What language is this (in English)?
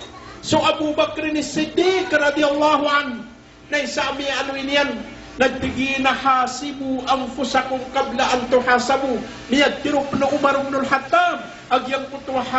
Maranao